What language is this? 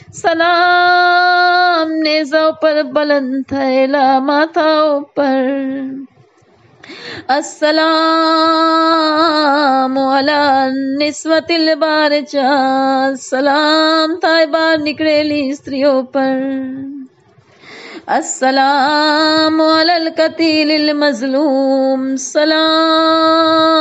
Gujarati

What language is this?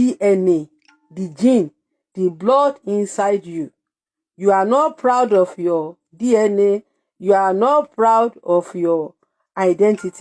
Yoruba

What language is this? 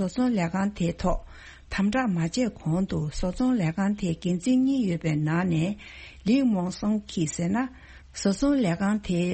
Tibetan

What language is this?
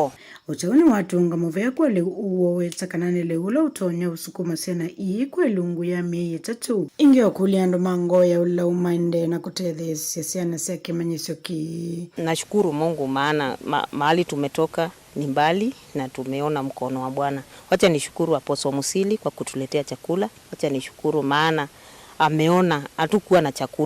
Kamba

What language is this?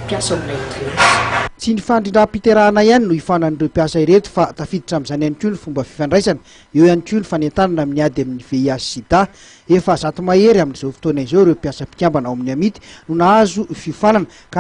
Malagasy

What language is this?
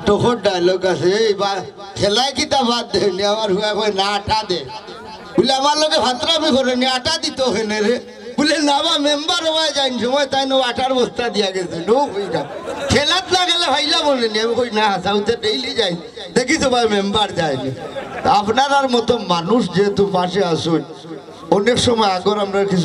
Sylheti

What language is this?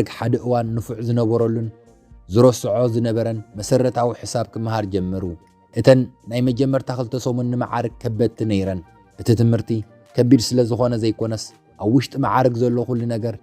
Tigrinya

